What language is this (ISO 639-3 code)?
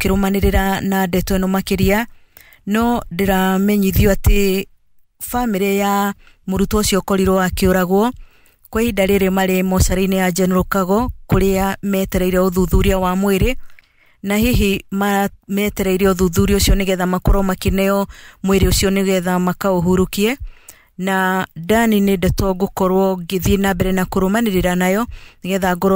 kik